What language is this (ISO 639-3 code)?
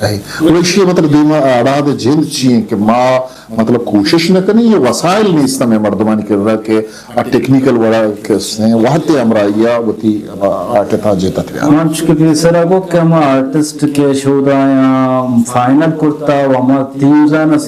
bgp